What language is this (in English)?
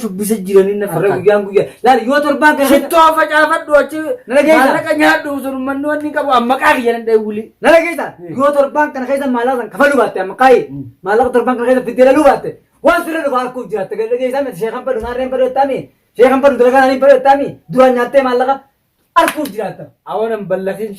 Oromo